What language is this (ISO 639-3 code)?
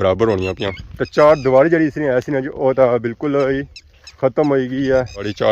phr